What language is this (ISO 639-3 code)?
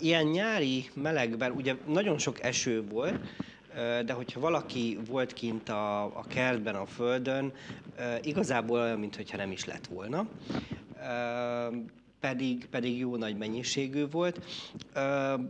hun